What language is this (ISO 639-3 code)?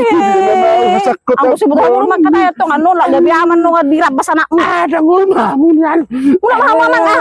bbc